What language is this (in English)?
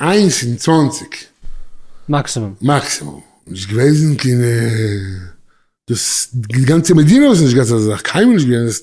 Yiddish